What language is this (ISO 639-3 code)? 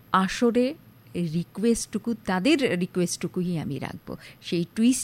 ben